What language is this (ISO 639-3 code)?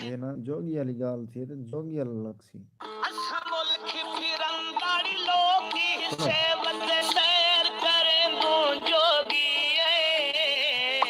skr